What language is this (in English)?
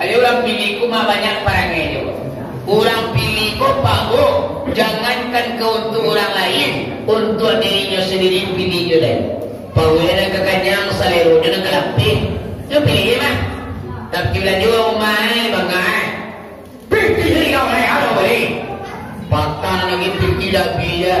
Minangkabau